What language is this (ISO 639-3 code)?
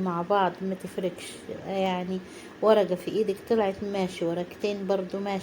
arz